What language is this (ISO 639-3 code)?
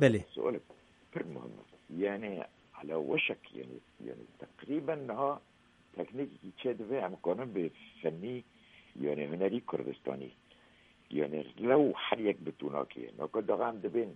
kur